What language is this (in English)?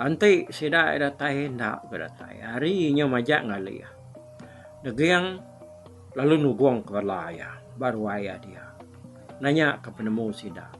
Iban